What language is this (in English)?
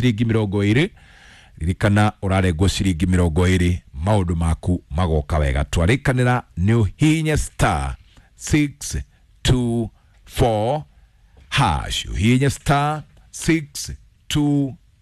Kikuyu